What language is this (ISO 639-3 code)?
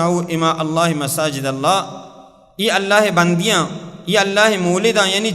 bal